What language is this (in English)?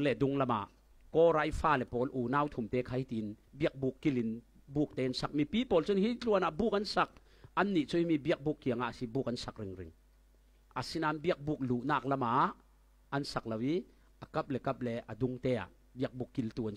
Falam Chin